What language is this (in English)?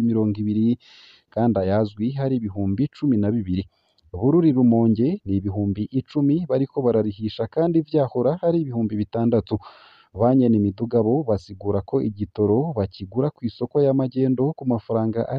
Rundi